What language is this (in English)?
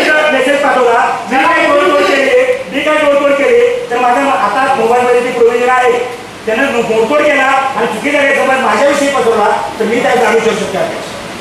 Marathi